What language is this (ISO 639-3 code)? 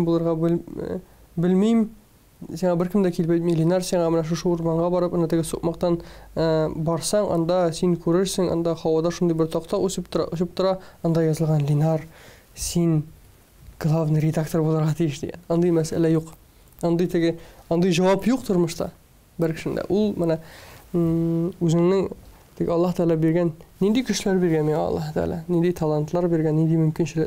tat